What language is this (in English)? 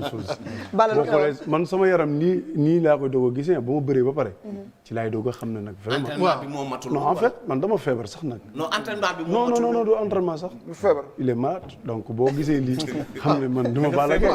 Wolof